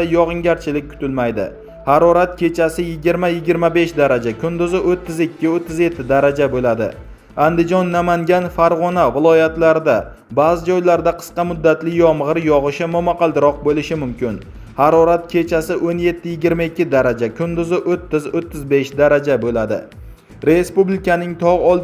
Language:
Uzbek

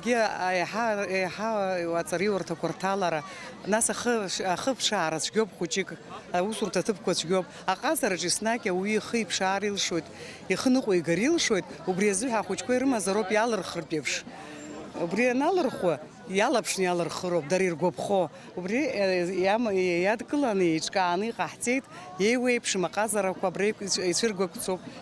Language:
Abkhazian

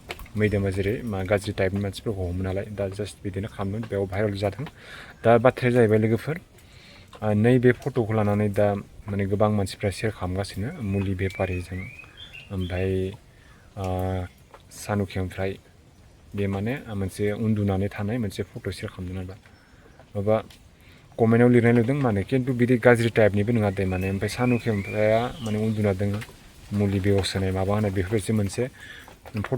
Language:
Bodo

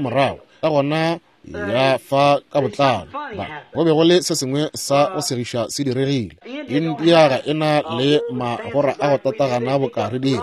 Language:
Northern Sotho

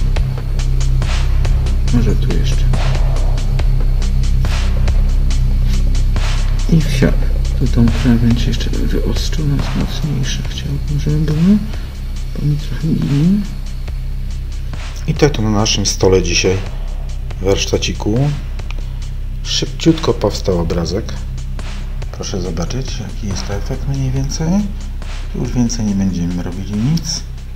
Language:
Polish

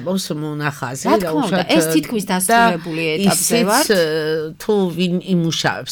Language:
Georgian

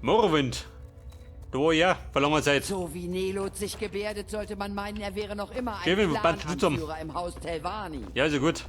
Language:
Bavarian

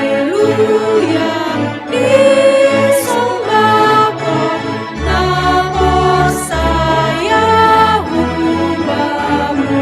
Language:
Batak Simalungun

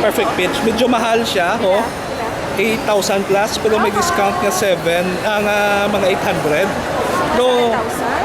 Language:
Hiligaynon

